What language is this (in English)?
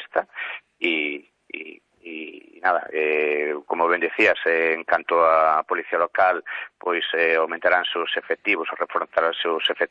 Galician